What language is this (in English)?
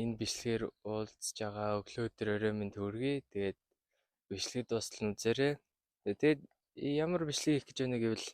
Mongolian